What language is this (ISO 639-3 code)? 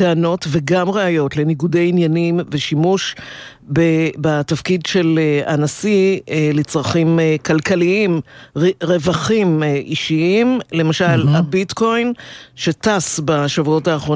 heb